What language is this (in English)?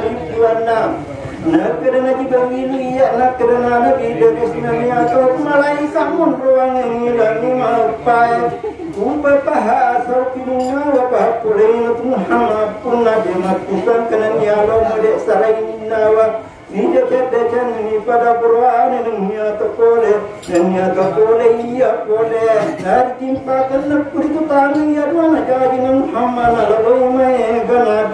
Buginese